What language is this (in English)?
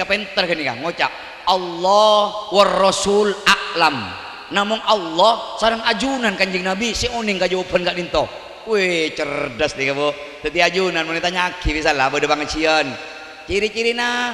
Madurese